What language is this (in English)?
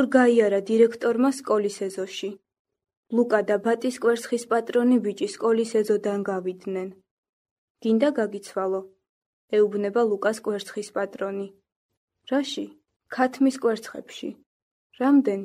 Georgian